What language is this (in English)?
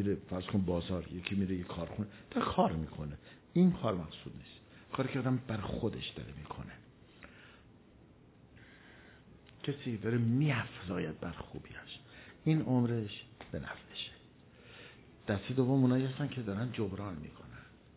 Persian